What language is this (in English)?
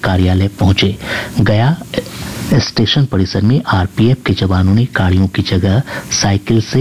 Hindi